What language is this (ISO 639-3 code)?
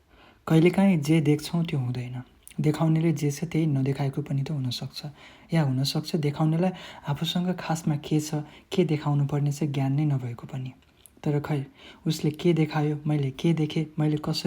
nep